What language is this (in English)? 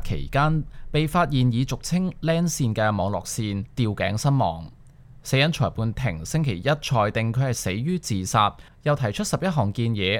Cantonese